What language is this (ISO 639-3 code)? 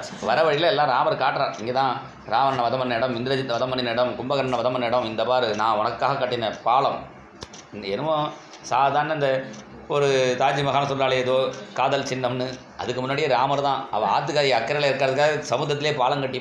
tam